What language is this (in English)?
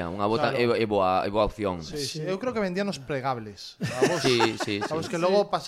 Galician